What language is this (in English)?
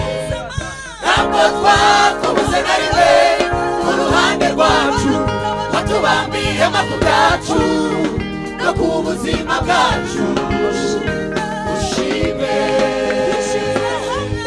Kinyarwanda